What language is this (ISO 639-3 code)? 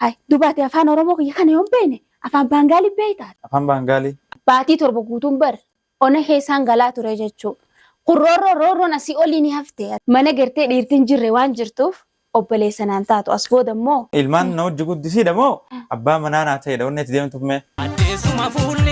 orm